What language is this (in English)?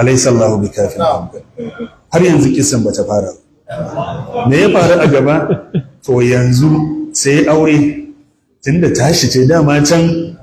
Hausa